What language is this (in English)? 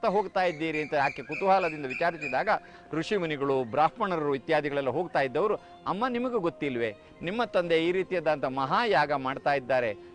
Kannada